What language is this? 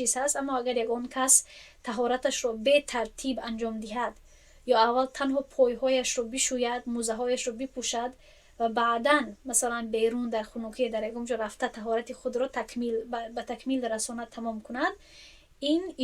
Tajik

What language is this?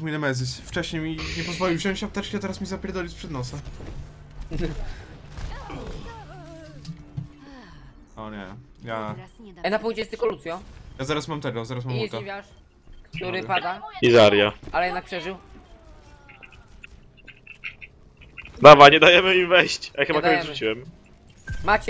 Polish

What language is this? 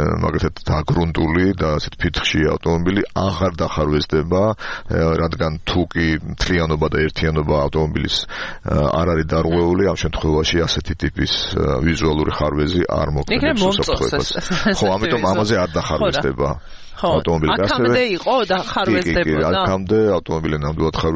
Georgian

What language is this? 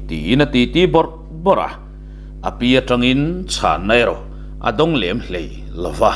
Mizo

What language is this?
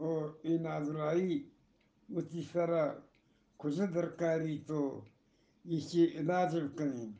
Eastern Balochi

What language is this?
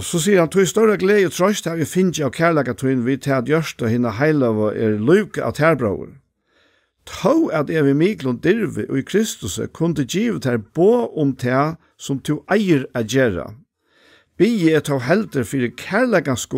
Faroese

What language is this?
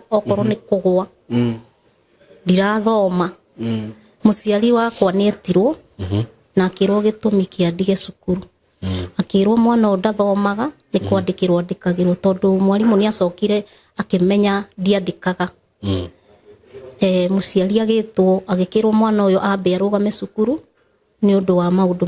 Kikuyu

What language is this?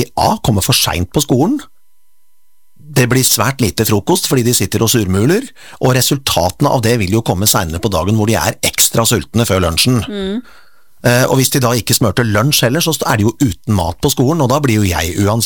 Norwegian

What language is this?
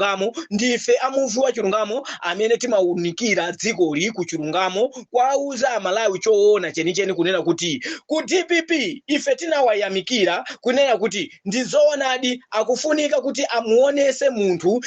Nyanja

